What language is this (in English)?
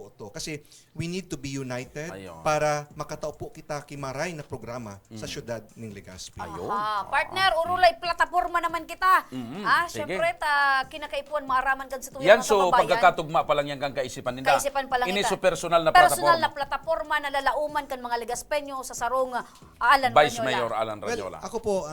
Bikol